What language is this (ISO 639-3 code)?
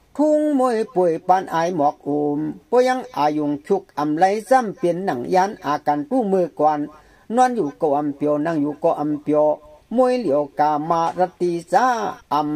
shn